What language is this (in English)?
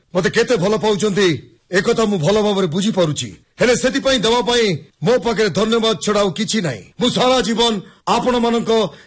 Odia